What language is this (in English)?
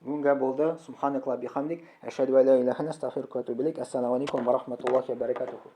Tatar